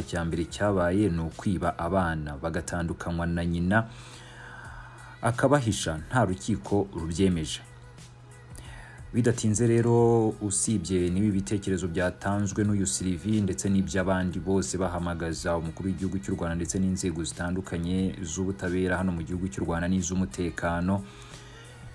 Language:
Kinyarwanda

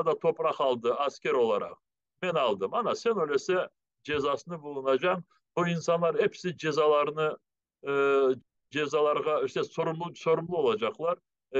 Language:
Crimean Tatar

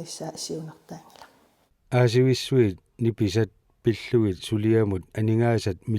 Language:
Kalaallisut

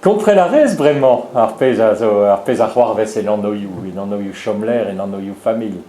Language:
Breton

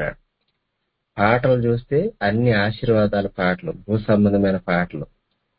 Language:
Telugu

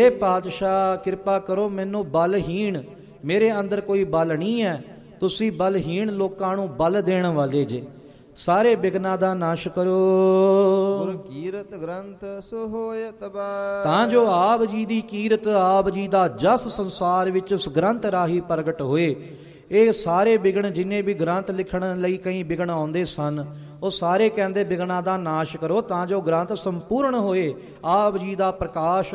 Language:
Punjabi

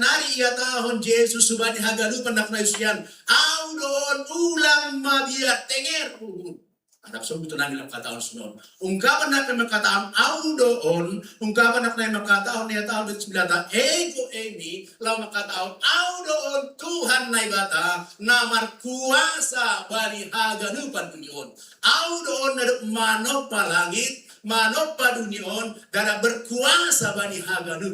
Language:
Batak Simalungun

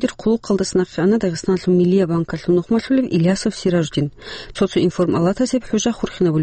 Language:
Avaric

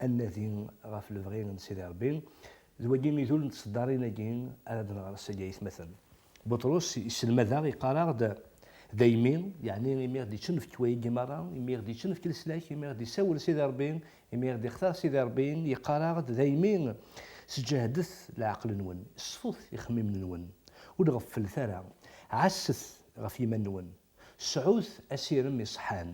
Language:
Kabyle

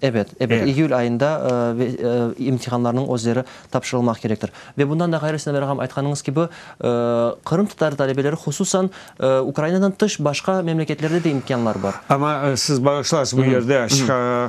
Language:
Crimean Tatar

